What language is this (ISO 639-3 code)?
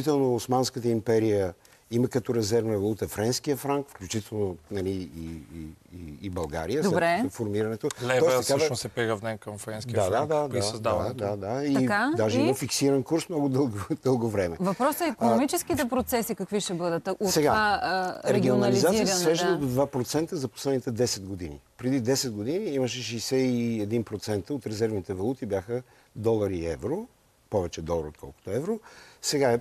bul